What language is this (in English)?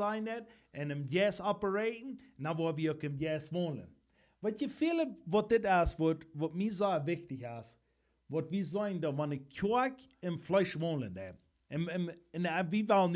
Plautdietsch